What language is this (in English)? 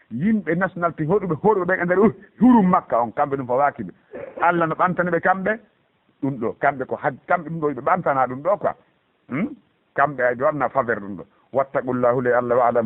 Fula